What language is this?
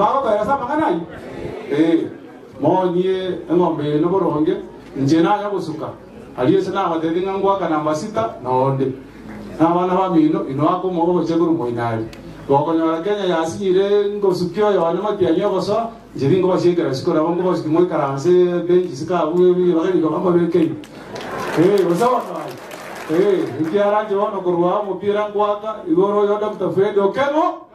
Gusii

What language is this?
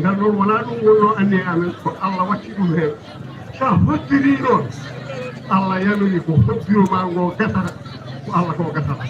Fula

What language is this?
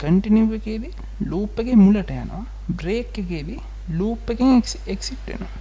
Sinhala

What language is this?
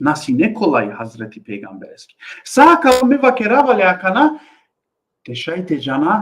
Balkan Romani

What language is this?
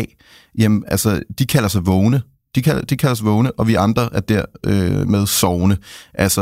Danish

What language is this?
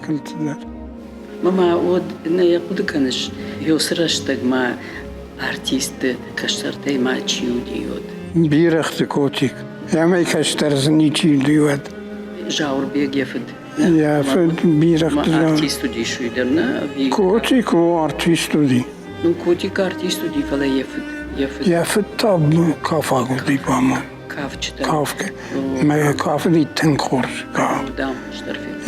Ossetic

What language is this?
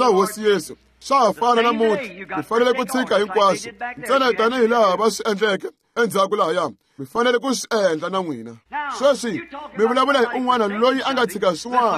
Tsonga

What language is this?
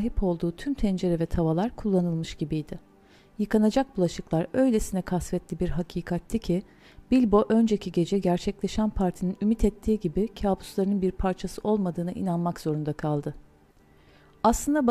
Turkish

